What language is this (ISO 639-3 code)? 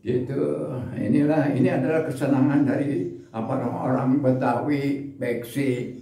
bew